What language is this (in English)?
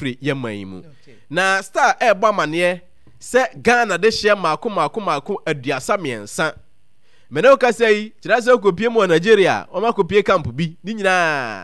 Akan